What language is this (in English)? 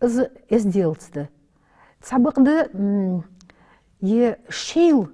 Ingush